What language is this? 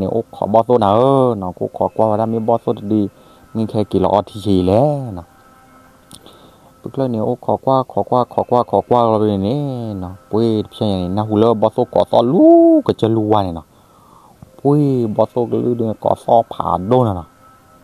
S'gaw Karen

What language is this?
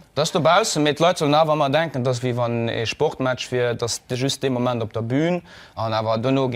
Luxembourgish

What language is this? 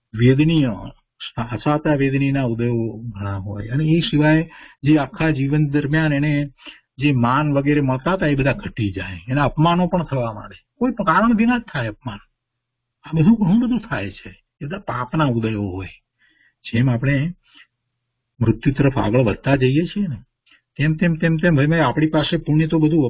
Gujarati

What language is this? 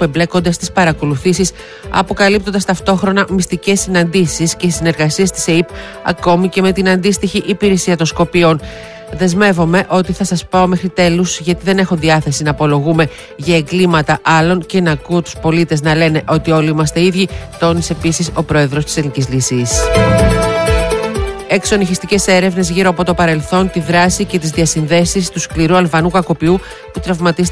Greek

